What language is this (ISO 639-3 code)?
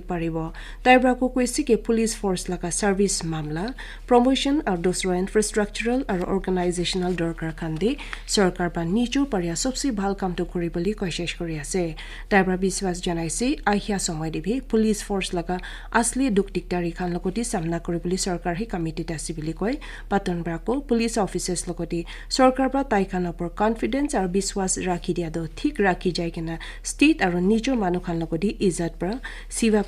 nag